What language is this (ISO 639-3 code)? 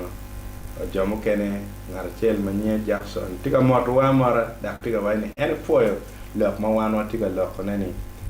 ach